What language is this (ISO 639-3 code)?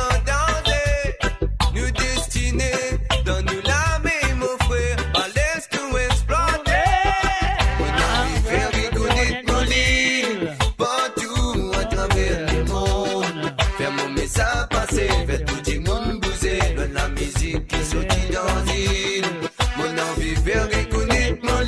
mfe